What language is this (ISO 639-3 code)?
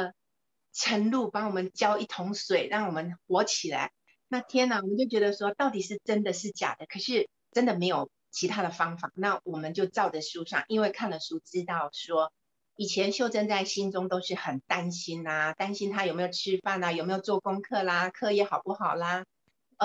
zho